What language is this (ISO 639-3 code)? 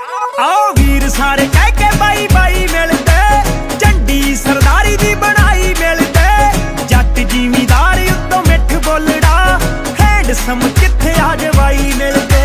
pan